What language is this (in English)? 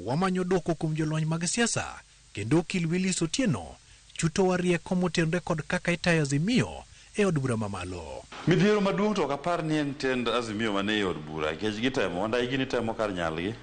Luo (Kenya and Tanzania)